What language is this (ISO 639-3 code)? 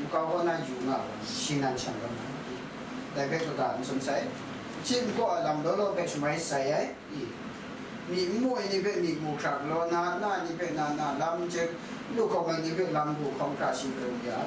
kac